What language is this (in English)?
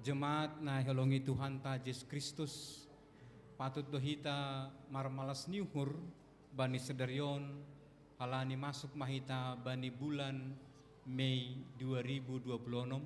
Batak Simalungun